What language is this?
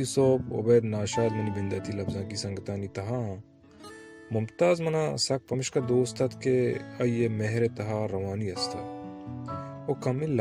Baluchi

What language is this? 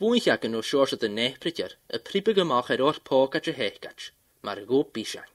Scottish Gaelic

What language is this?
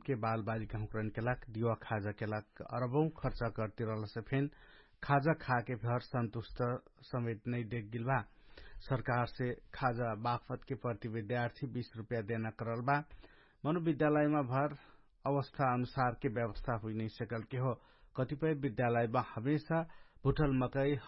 Dangaura Tharu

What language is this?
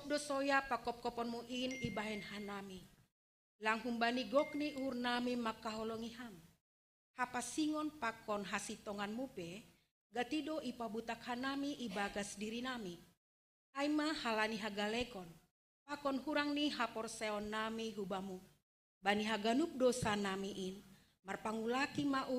Batak Simalungun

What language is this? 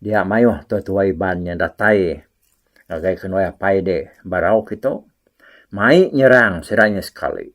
Iban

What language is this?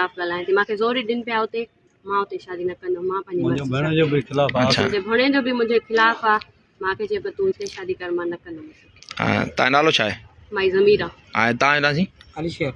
Sindhi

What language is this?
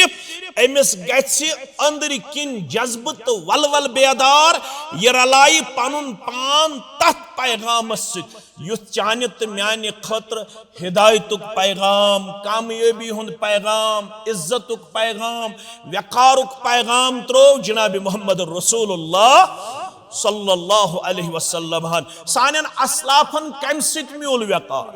Kashmiri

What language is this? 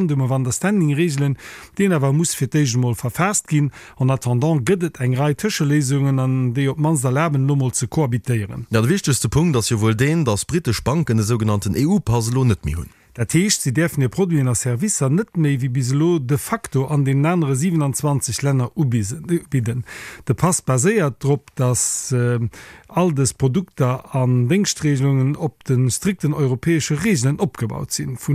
Luxembourgish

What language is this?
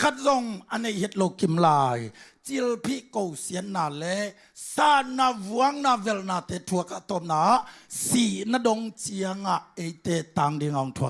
Tedim Chin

